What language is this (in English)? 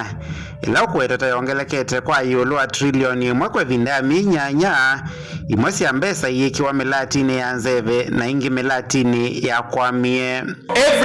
Kamba